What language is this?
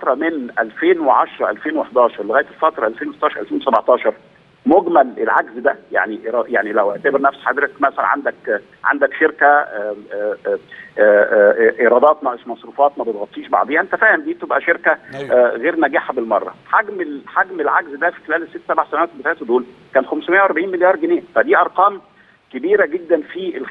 Egyptian Arabic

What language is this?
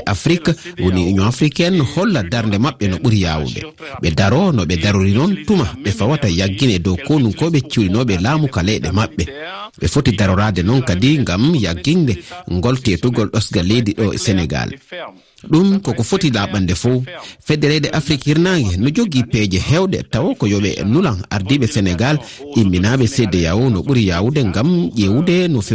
Fula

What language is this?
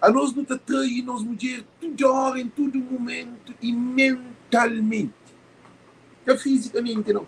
Kabuverdianu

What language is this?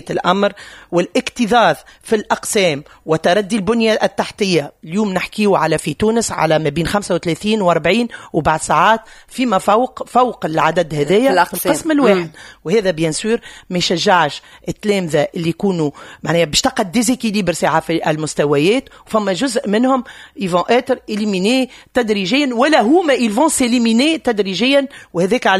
Tunisian Arabic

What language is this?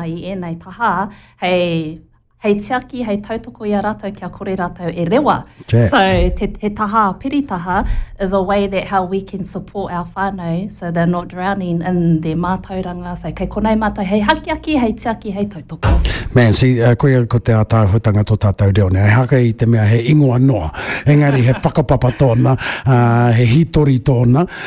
Māori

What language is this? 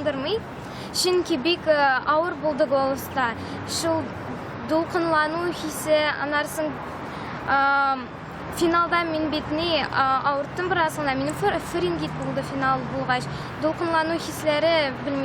Tatar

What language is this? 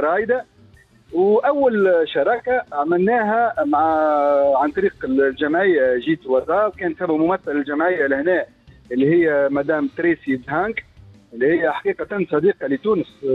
Tunisian Arabic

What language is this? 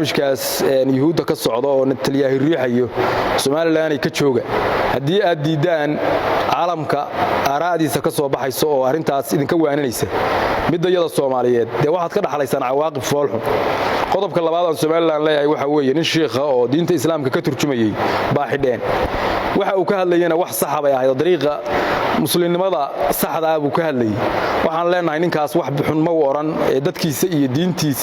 Somali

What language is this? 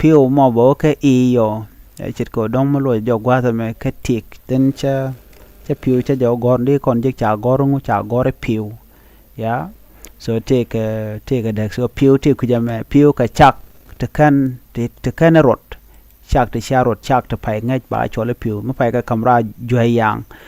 Nuer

